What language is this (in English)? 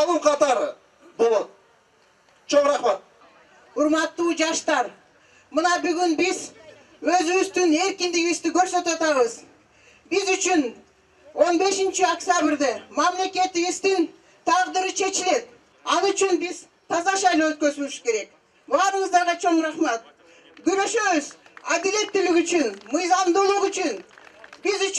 Kyrgyz